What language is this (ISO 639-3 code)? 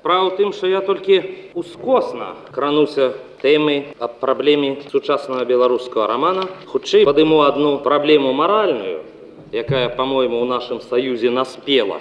bel